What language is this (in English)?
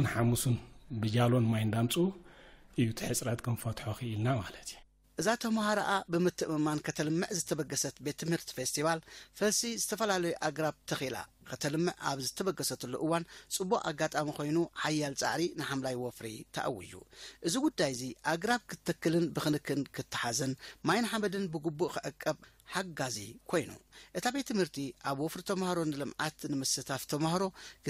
Tigrinya